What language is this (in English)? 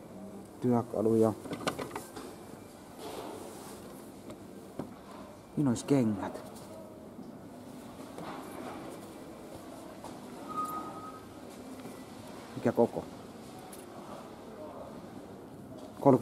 Finnish